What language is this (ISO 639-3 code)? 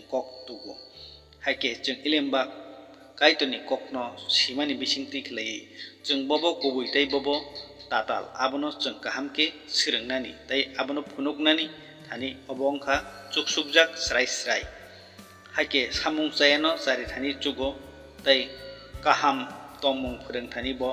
trp